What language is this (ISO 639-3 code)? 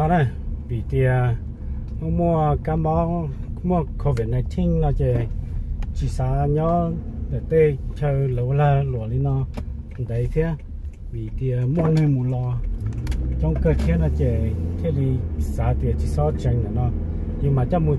hmn